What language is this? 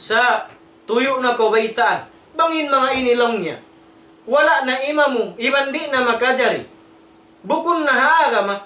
Tausug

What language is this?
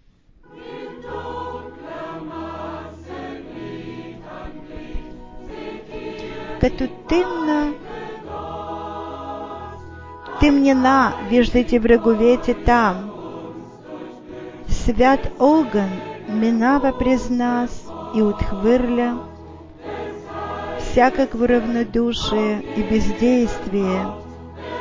Bulgarian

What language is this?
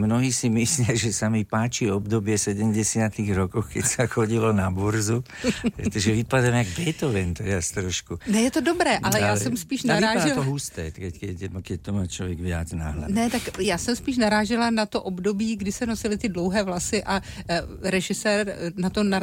Slovak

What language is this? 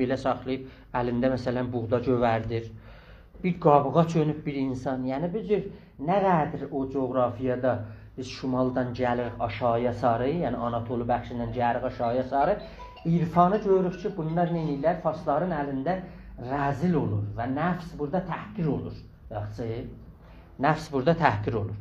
South Azerbaijani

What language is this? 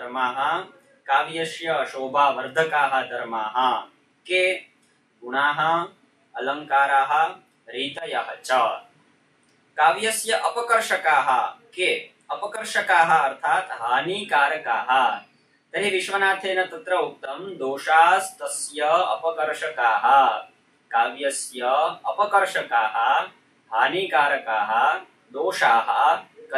Sanskrit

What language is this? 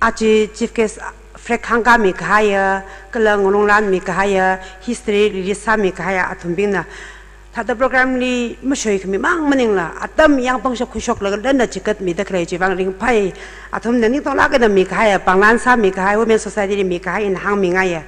Tangkhul Naga (India)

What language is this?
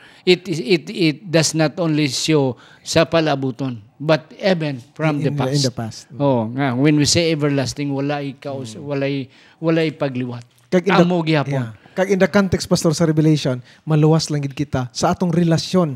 Hiligaynon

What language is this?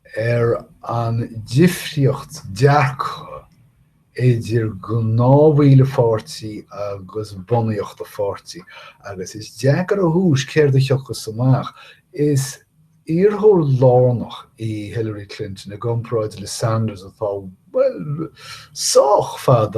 Irish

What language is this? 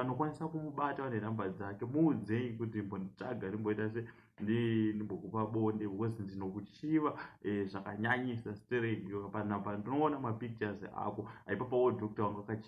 Shona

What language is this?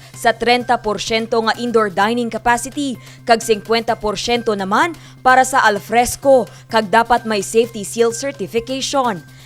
Hiligaynon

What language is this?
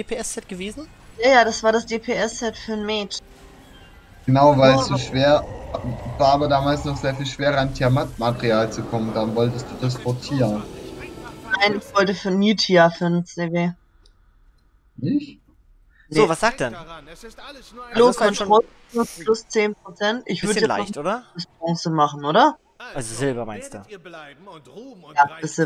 German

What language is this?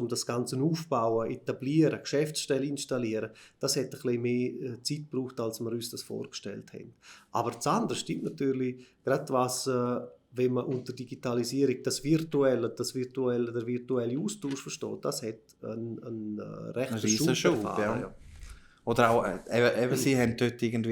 Swiss German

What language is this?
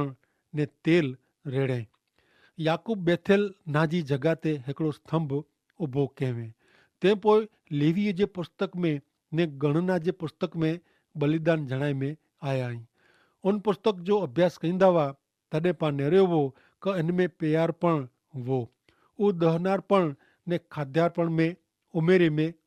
Kachhi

